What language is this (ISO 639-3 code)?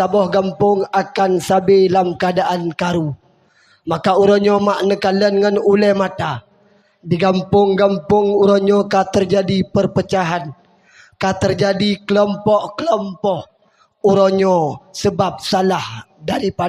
ace